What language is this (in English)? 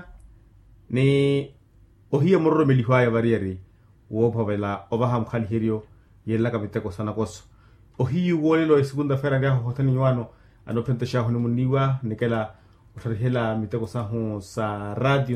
Makhuwa